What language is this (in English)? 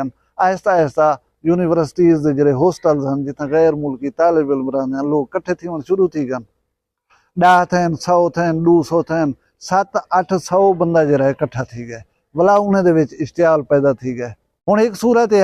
Saraiki